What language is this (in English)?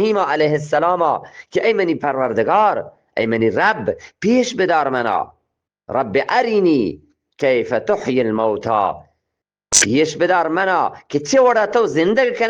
Eastern Balochi